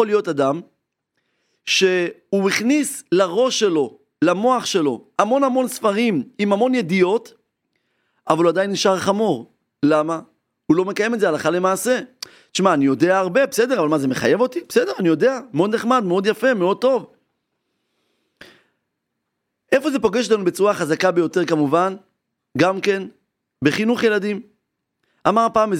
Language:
Hebrew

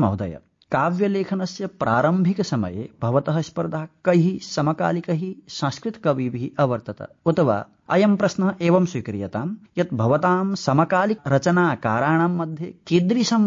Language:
Sanskrit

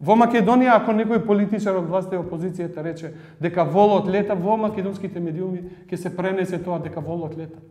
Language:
Macedonian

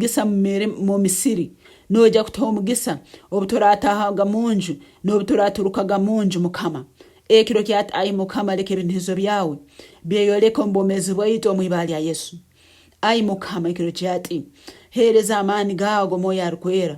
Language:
Nyoro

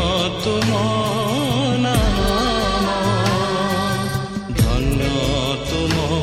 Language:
Odia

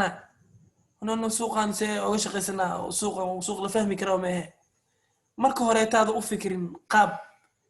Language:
Somali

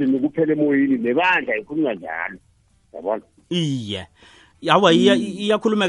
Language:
South Ndebele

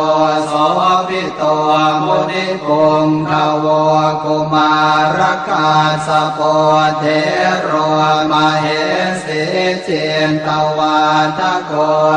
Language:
Pali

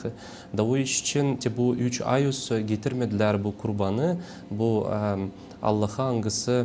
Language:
Gagauz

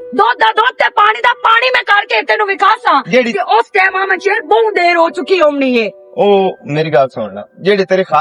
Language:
Western Panjabi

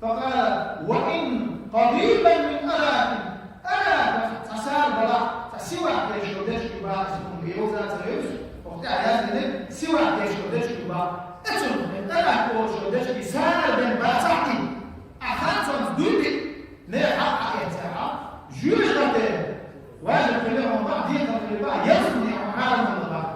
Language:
Chechen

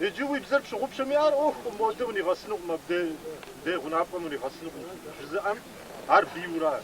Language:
Kabardian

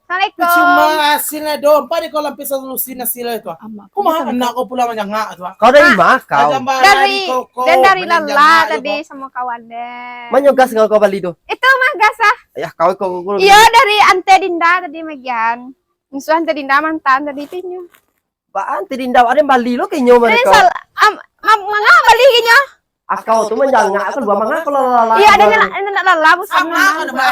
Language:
Minangkabau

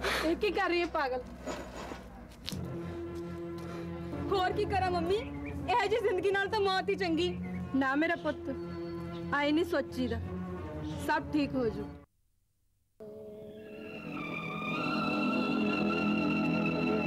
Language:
Punjabi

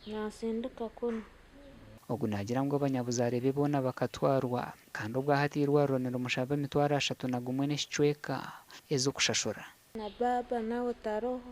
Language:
Nyankole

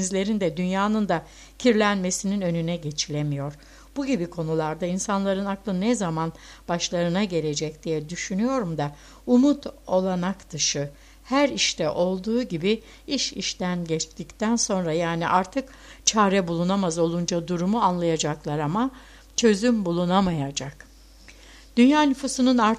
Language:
Turkish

